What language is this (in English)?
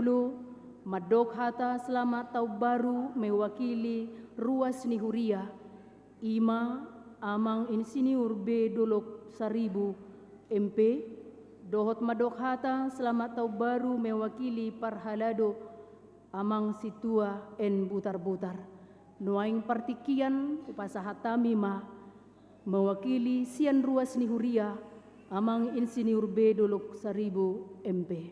Batak Toba